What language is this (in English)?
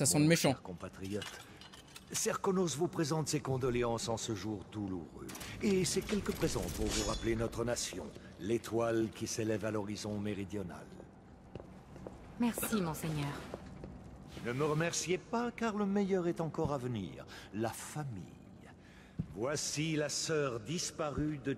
French